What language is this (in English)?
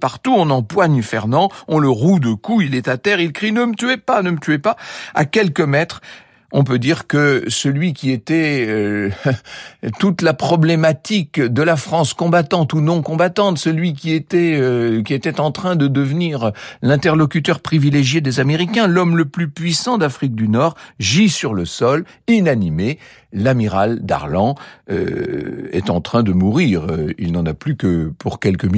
French